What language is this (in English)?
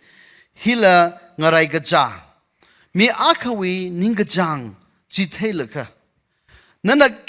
Tangkhul Naga (India)